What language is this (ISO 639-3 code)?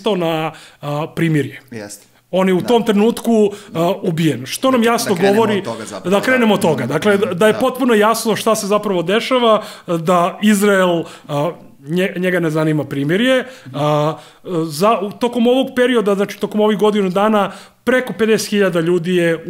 srp